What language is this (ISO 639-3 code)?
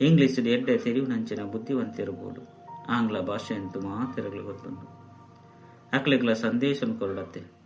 tcy